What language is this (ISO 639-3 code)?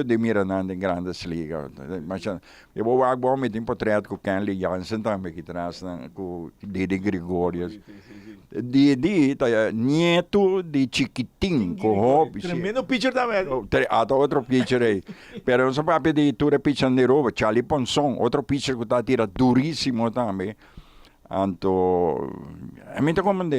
pap